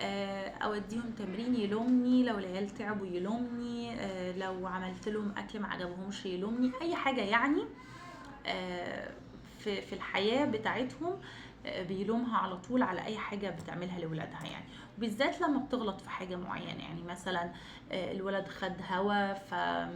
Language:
Egyptian Arabic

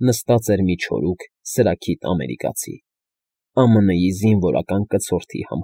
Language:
Armenian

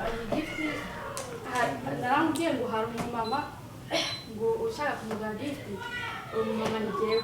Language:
Kinyarwanda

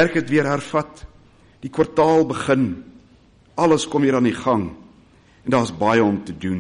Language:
Afrikaans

